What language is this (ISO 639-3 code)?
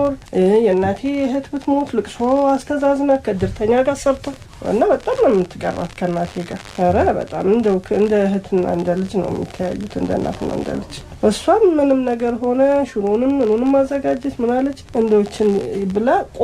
amh